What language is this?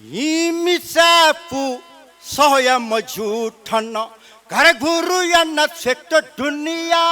Newari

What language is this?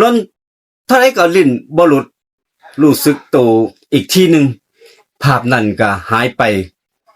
Northeastern Thai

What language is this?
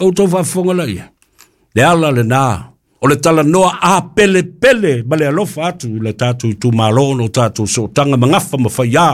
Samoan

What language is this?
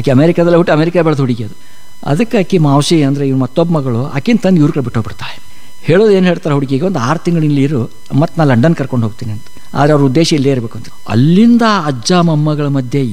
Kannada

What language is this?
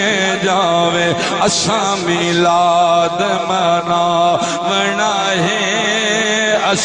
Saraiki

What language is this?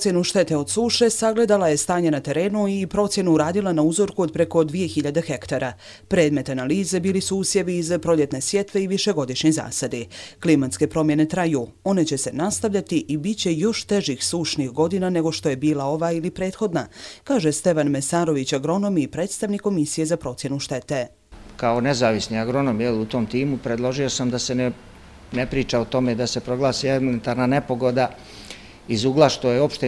Croatian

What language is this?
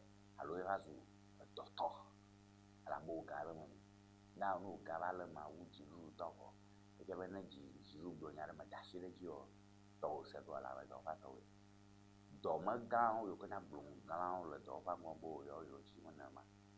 Ewe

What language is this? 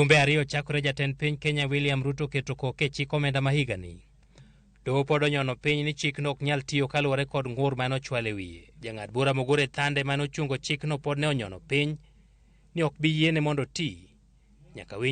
Luo (Kenya and Tanzania)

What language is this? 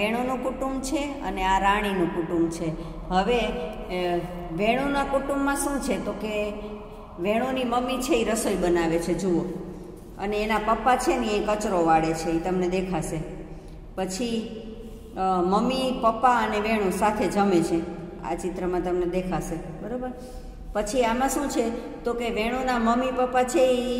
Gujarati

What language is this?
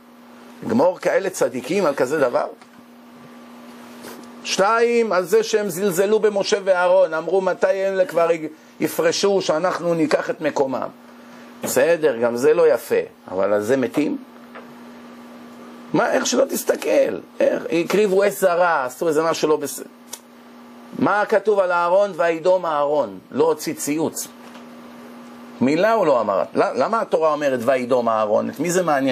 Hebrew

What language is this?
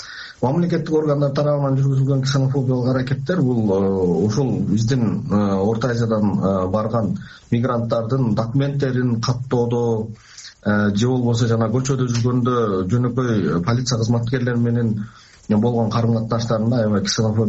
Kyrgyz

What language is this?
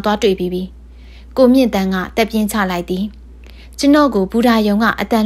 Burmese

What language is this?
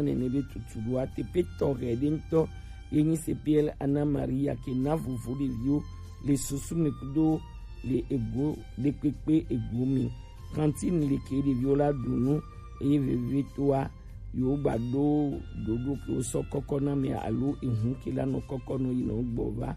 Gen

